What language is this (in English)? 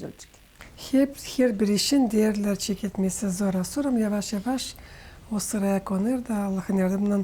Gagauz